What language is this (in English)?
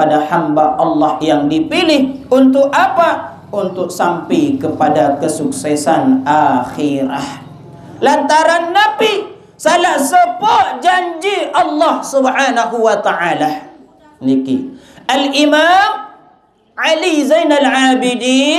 Sasak